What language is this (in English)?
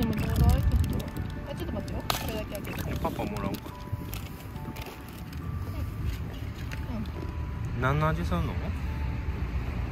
Japanese